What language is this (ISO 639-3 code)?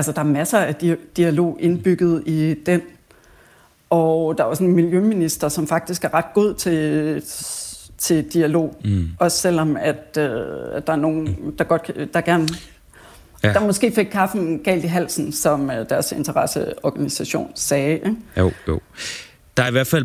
dan